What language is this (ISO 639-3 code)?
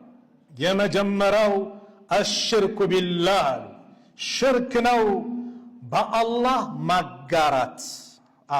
amh